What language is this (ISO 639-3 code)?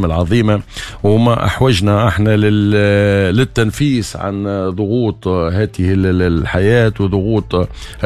aeb